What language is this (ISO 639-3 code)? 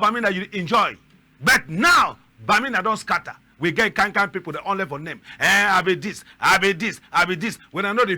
wes